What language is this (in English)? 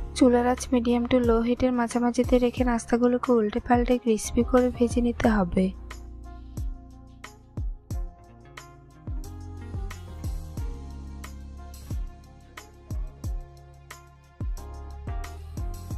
Bangla